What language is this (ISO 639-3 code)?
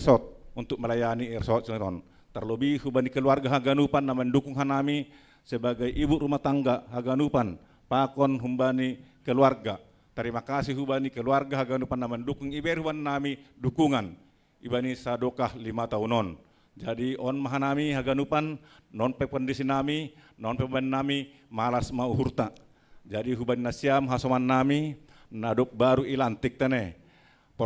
bts